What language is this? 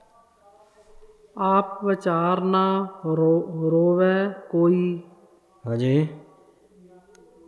Punjabi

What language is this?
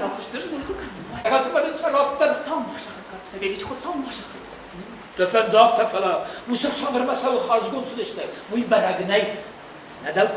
Ossetic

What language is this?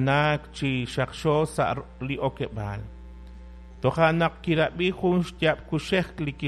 Kekchí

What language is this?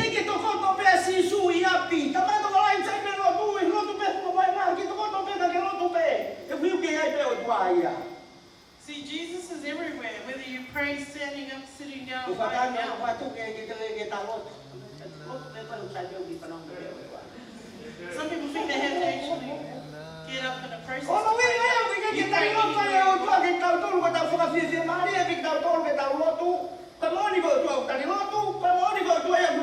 Tongan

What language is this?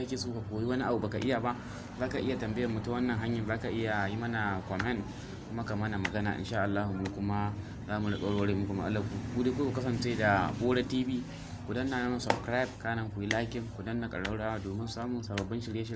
Hausa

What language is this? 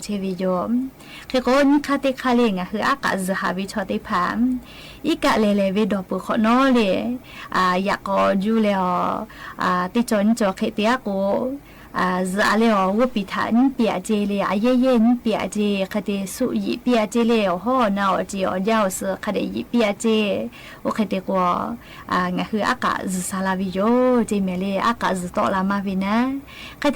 Lahu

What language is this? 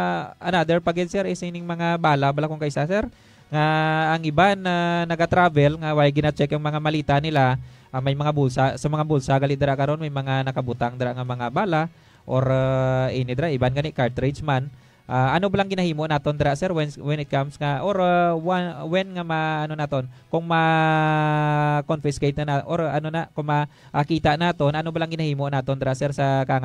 Hiligaynon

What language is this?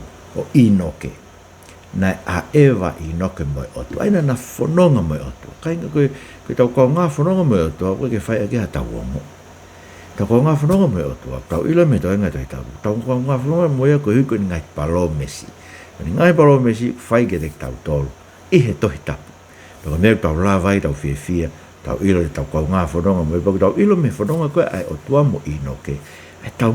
Tongan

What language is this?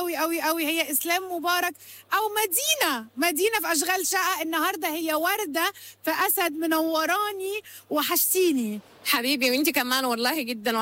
Egyptian Arabic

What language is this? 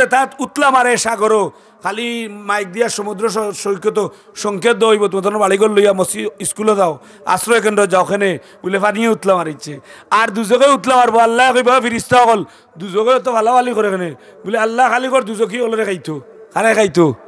Sylheti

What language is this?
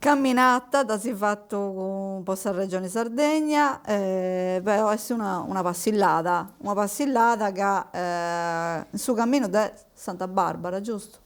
Sardinian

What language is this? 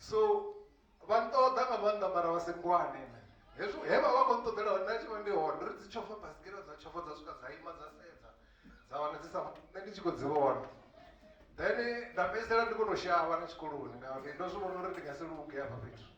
Venda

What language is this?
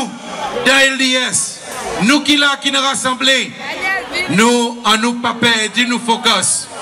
Seselwa Creole French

